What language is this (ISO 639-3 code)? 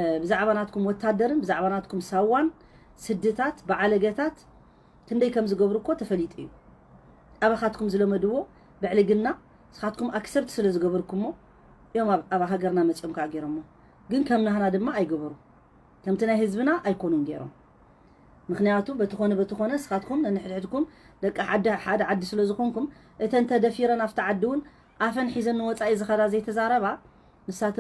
tir